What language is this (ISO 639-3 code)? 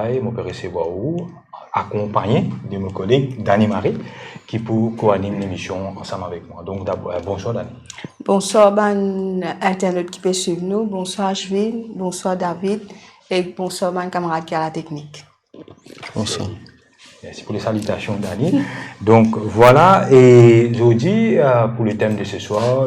mfe